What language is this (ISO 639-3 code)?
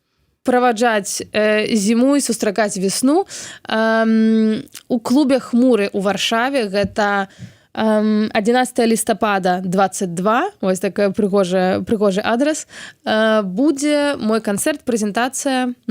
bel